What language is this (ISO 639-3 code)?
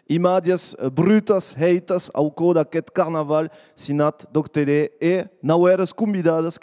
oci